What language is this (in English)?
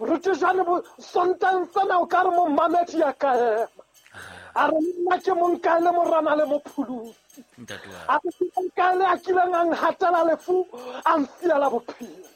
Southern Sotho